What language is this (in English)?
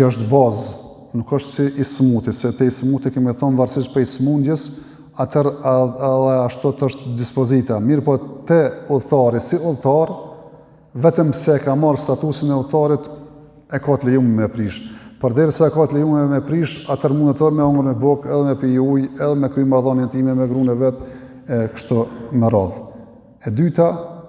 Albanian